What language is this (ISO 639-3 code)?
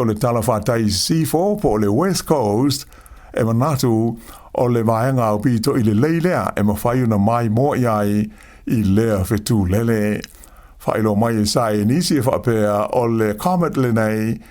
smo